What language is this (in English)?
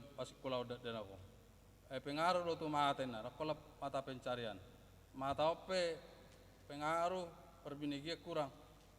Batak Toba